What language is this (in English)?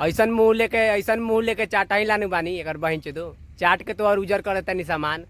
Bhojpuri